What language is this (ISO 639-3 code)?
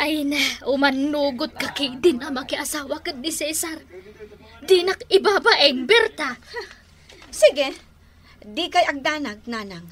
ilo